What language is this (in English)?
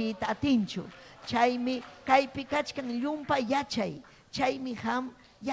Ayacucho Quechua